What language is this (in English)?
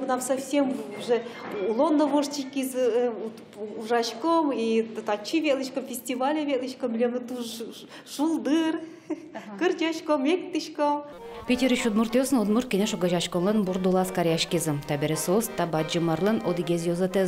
Udmurt